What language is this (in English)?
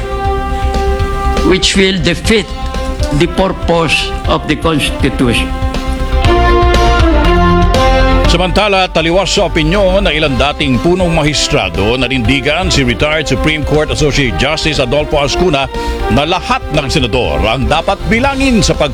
Filipino